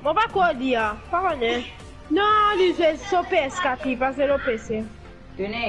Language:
Morisyen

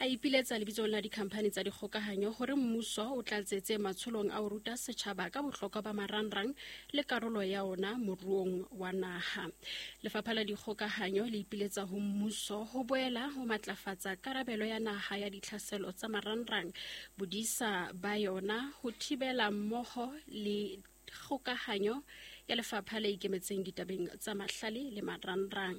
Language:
Southern Sotho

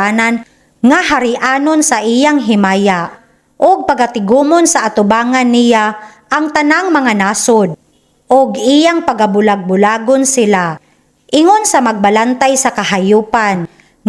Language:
Cebuano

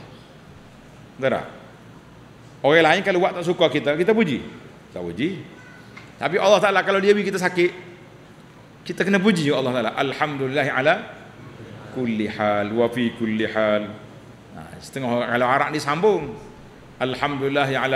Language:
Malay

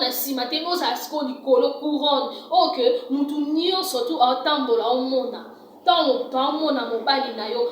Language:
Lingala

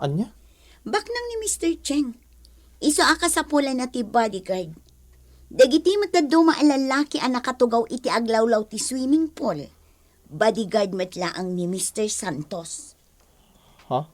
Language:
Iloko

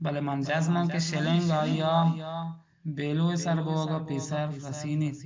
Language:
Eastern Balochi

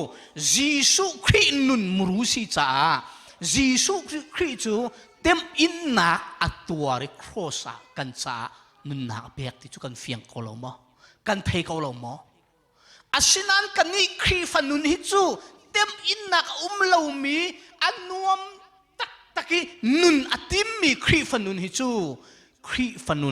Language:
Hakha Chin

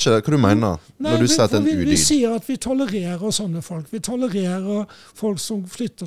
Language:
Norwegian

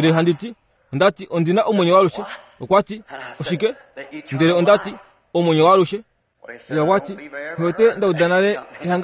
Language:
Kuanyama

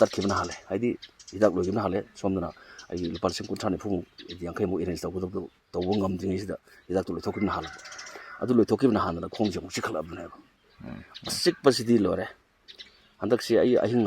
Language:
Manipuri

